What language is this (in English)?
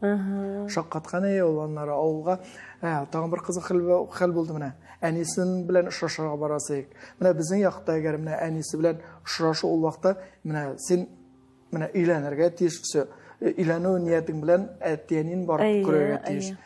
Tatar